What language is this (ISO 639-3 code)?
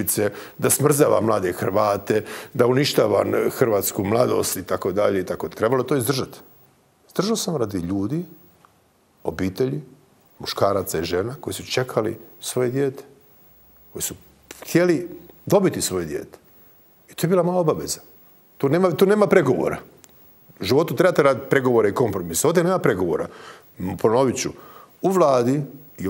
hrv